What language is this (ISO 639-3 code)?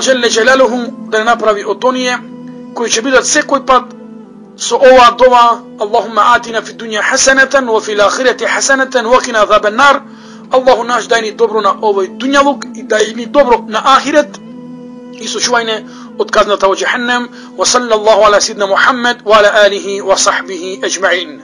mkd